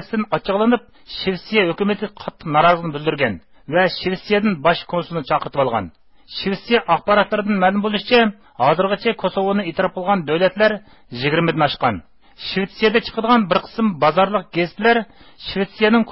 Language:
Uyghur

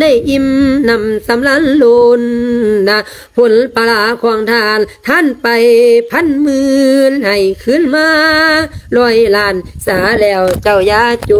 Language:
Lao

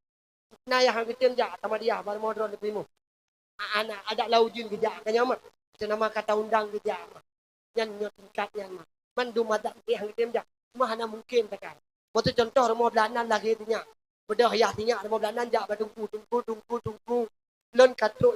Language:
Achinese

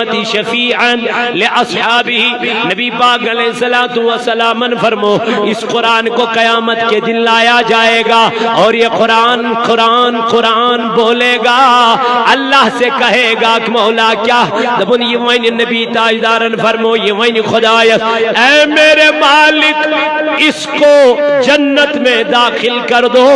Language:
Kashmiri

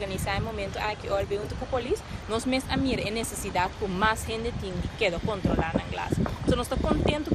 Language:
Papiamento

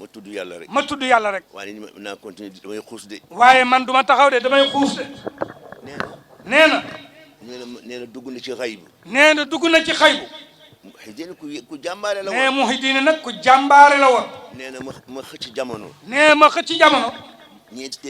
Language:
Wolof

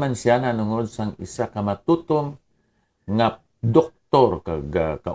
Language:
Hiligaynon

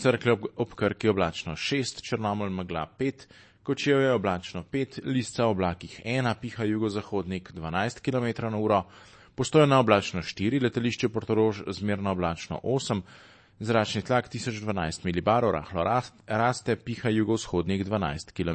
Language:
Slovenian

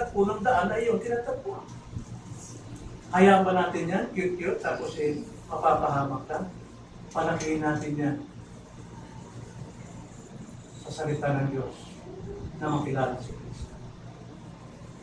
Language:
Filipino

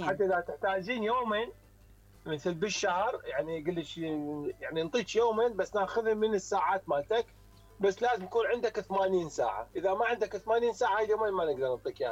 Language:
Mesopotamian Arabic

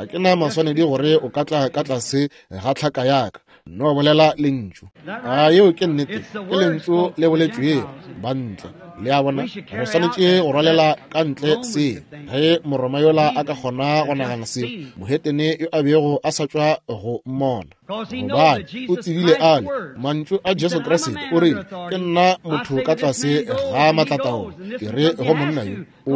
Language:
Northern Sotho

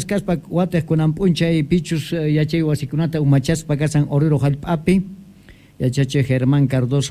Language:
Quechua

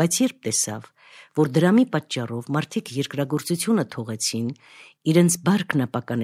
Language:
Armenian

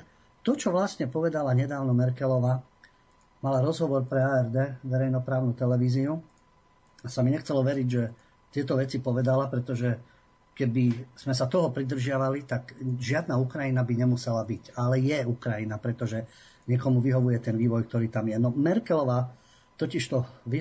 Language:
Slovak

